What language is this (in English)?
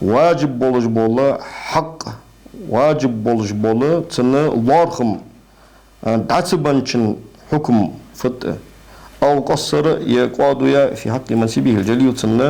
Ingush